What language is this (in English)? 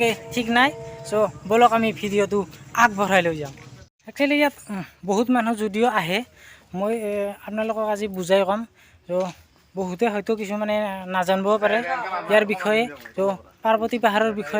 Assamese